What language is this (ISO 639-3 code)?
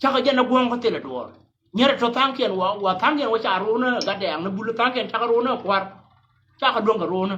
nus